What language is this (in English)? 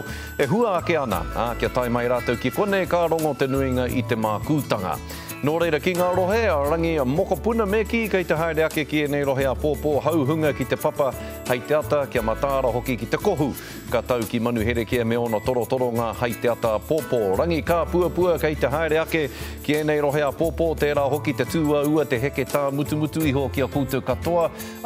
Māori